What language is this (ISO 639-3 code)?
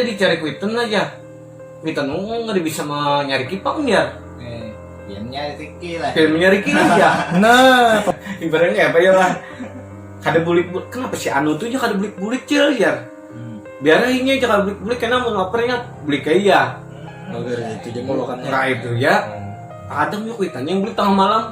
bjn